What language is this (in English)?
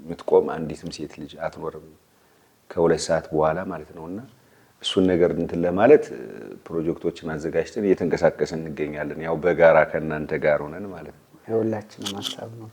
Amharic